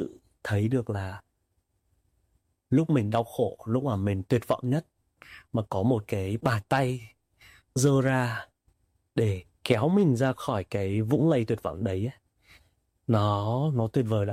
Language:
Vietnamese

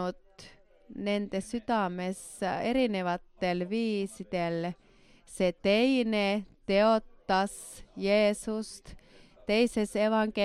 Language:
Estonian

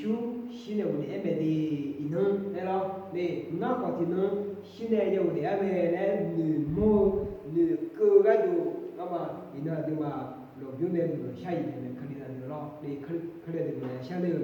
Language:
Akha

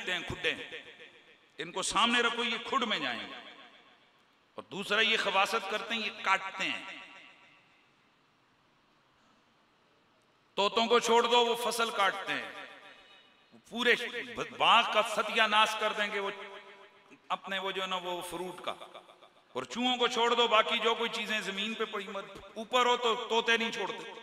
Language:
Hindi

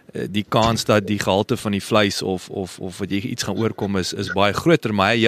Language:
Afrikaans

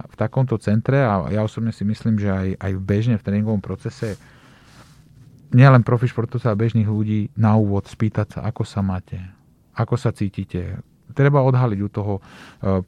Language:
Slovak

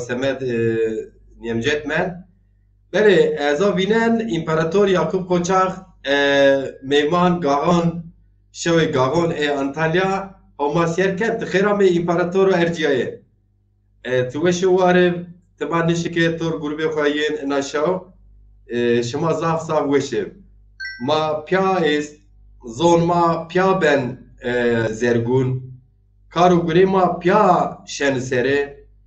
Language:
Zaza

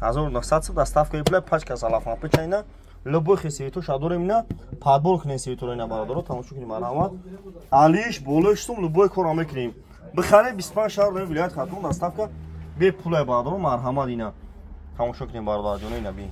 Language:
Tajik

